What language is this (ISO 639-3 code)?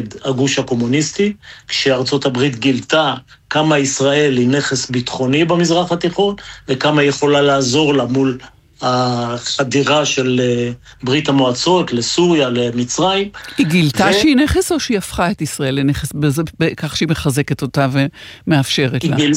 heb